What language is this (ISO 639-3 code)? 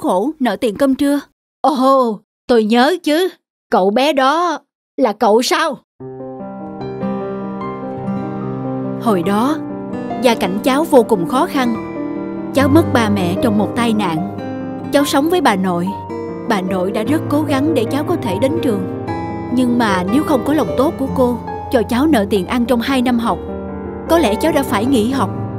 vie